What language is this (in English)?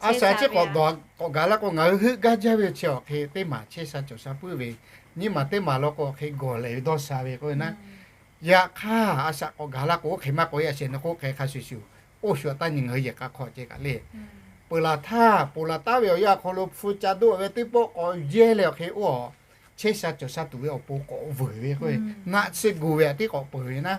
Lahu